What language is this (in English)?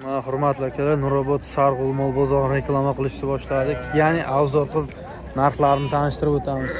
Uzbek